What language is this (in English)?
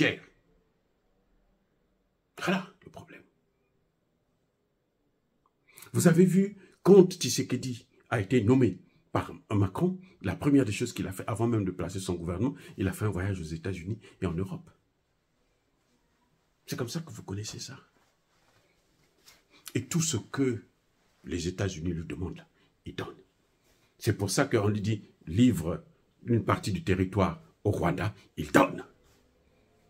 French